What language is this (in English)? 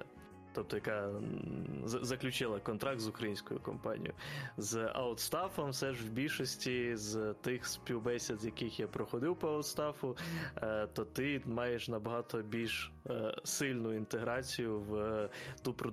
Ukrainian